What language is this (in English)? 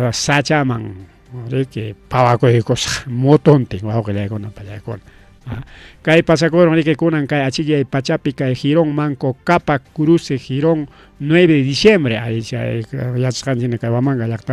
Ayacucho Quechua